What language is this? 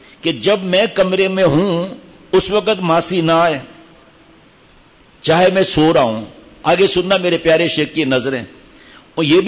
Urdu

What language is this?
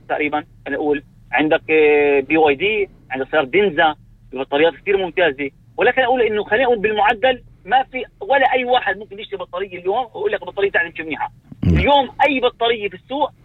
North Levantine Arabic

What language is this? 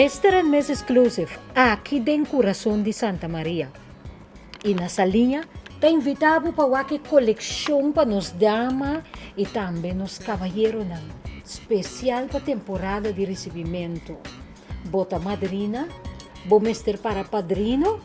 Papiamento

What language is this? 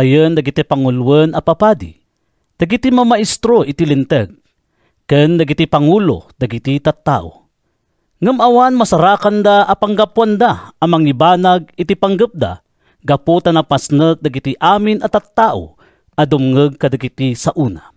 Iloko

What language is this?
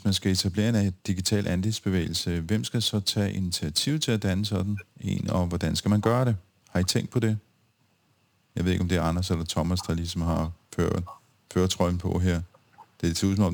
Danish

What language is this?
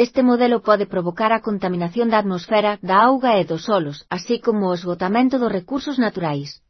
Galician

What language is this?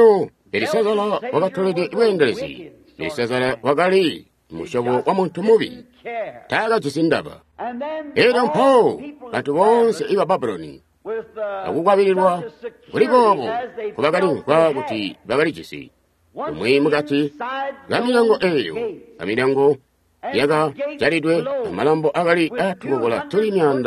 Tonga (Zambia)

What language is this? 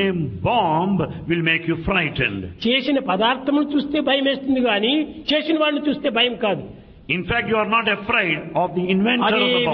Telugu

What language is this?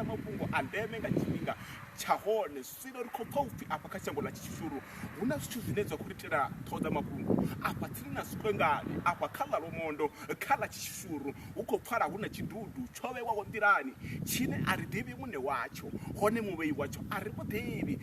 Venda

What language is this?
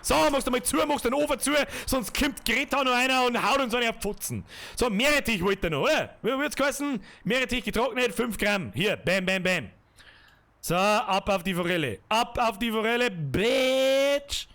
Bavarian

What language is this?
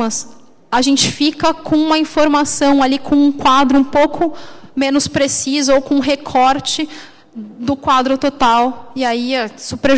Portuguese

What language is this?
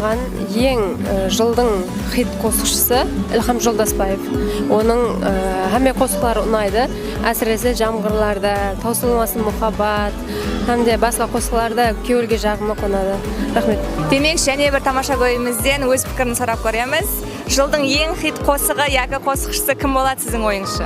Kara-Kalpak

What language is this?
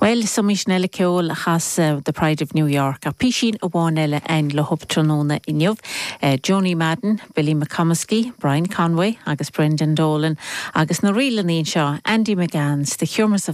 Irish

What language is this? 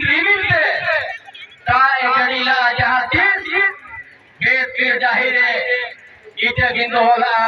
Santali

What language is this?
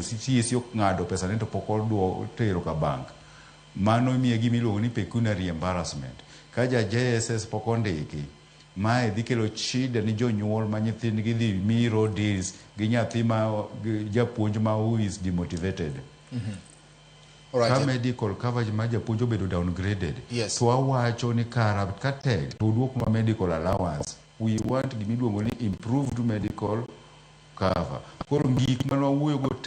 Luo (Kenya and Tanzania)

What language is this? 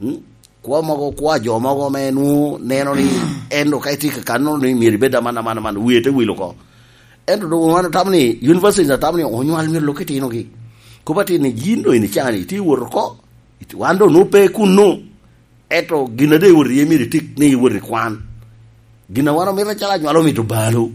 Lango (Uganda)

